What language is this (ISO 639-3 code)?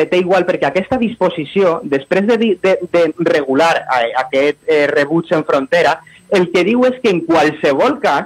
cat